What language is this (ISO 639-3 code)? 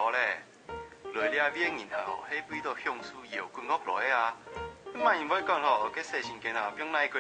hak